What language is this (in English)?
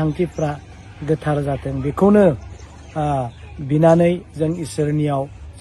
Bodo